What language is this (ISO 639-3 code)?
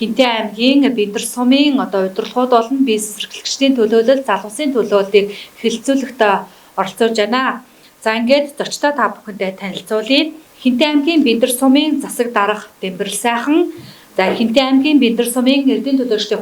mon